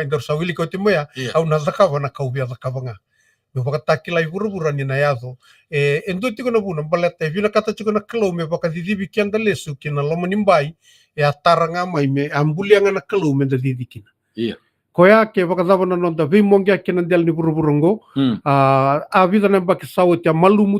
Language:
Fijian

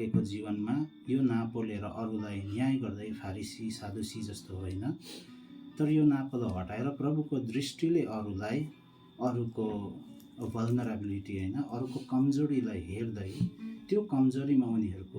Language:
Nepali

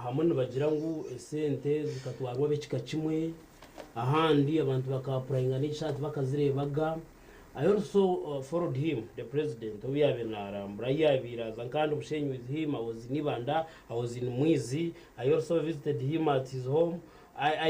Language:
Nyankole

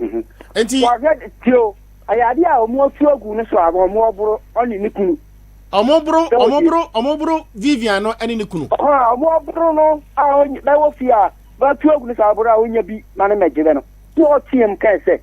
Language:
Akan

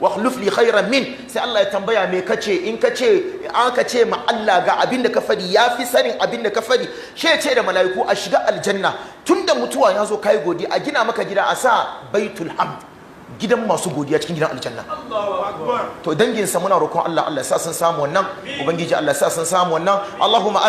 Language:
Hausa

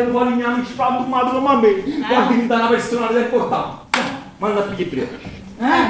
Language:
Neapolitan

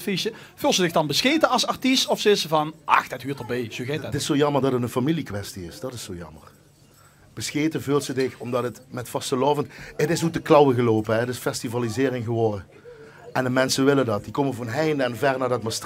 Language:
Limburgish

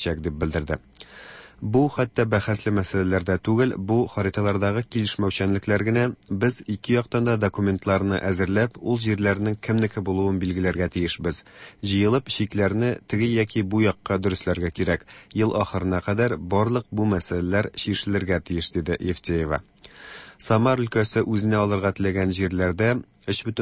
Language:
Tatar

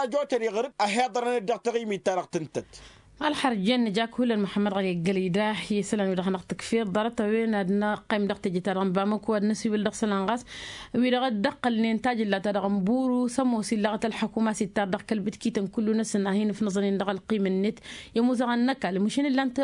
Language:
Tamasheq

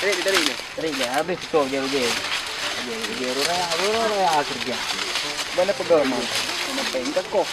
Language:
Achinese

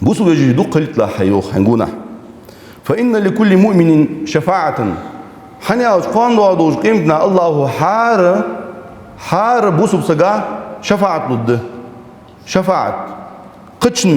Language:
Ingush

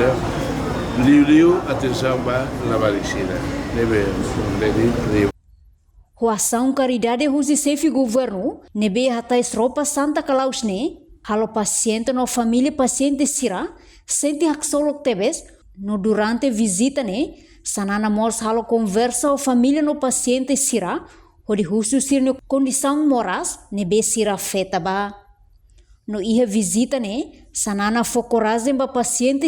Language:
Tetum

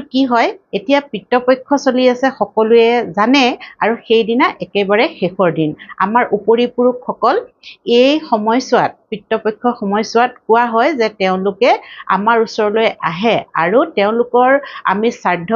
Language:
Assamese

